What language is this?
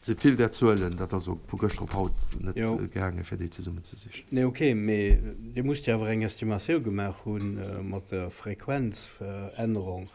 Luxembourgish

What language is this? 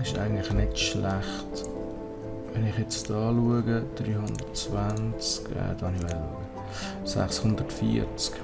Swiss German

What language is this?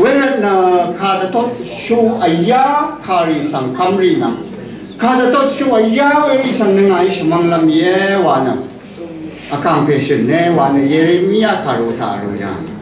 Rawang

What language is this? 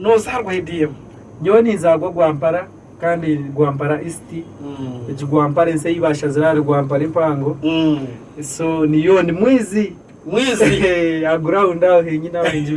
Nyankole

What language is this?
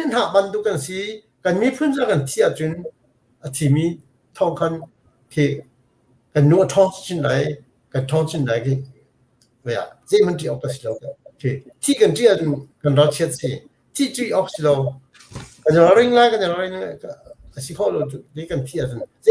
Hakha Chin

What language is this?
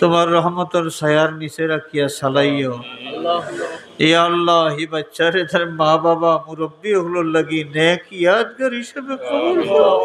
Sylheti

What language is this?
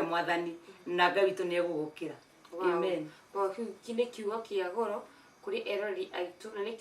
Kikuyu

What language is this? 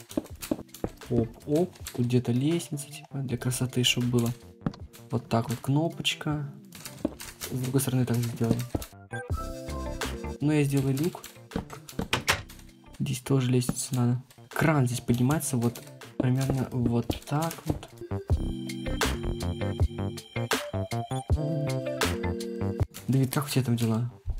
Russian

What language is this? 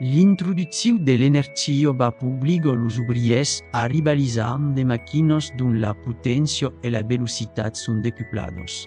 Occitan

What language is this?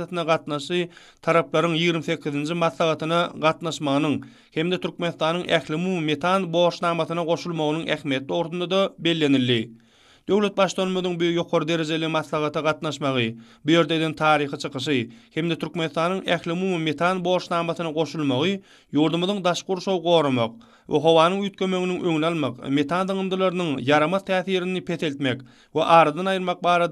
Turkmen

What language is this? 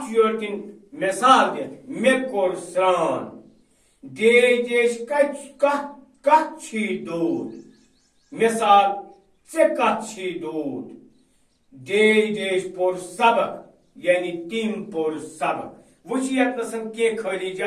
Kashmiri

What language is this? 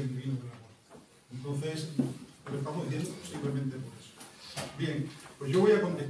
Spanish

